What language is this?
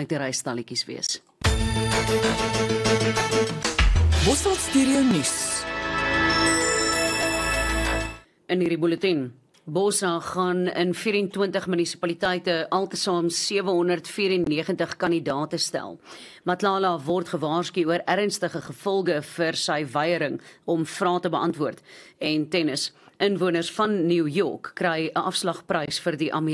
Afrikaans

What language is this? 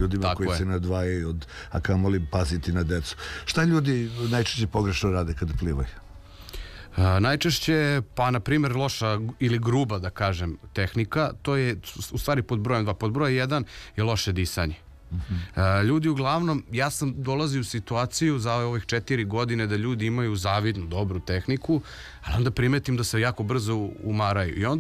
Serbian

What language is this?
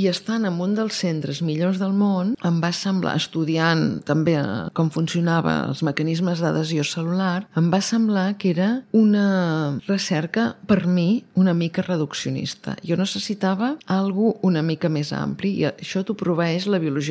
Catalan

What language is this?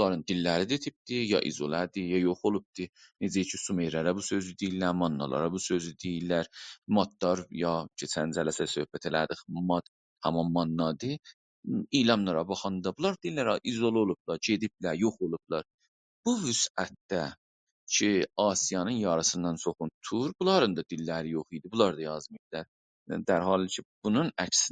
South Azerbaijani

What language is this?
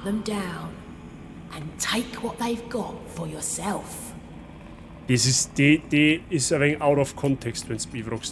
Bavarian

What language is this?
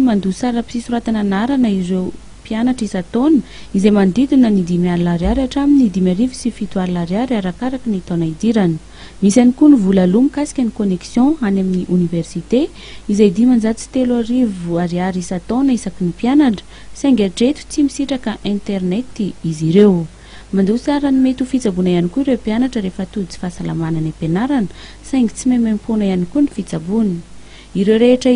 Malagasy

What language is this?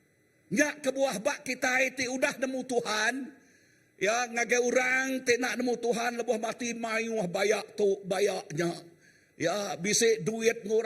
Iban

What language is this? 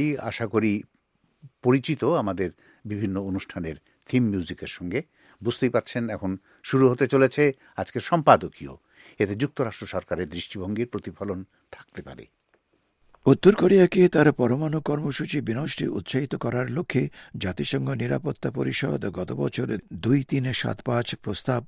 Bangla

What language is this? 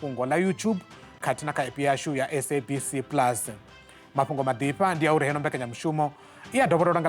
Venda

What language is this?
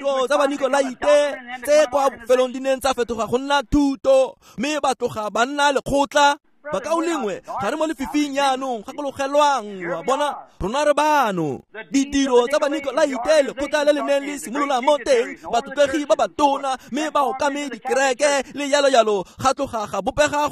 Tswana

